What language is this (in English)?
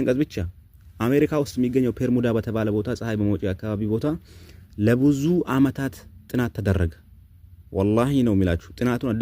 Amharic